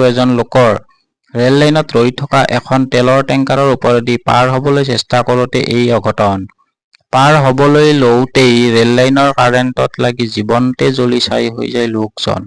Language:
Assamese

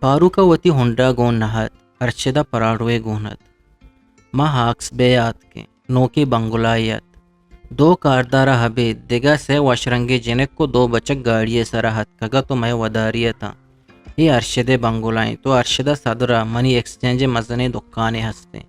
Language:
Eastern Balochi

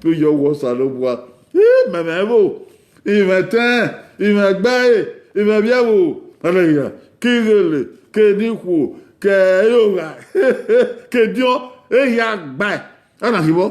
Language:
Bini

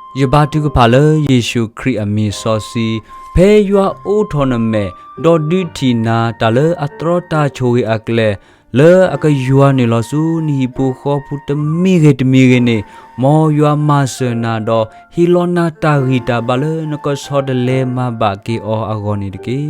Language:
S'gaw Karen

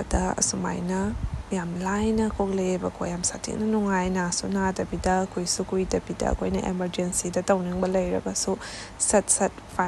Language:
Manipuri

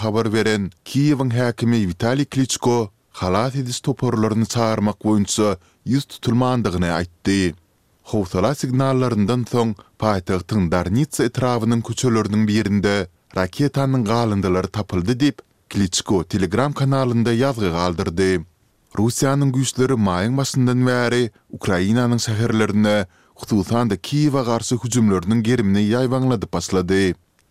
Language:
Turkmen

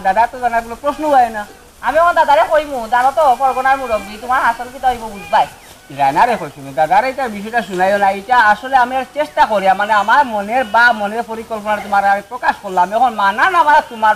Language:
Sylheti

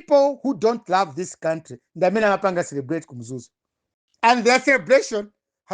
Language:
Nyanja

